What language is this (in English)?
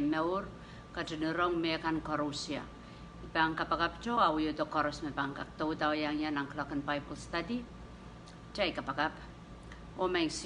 Pohnpeian